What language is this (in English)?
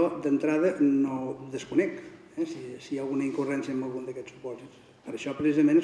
Catalan